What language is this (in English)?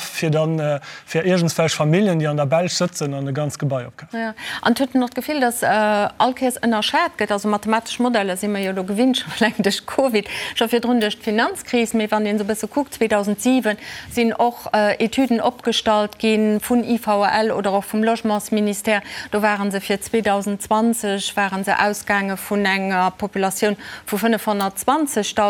Luxembourgish